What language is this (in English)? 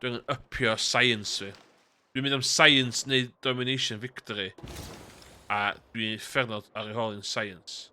Welsh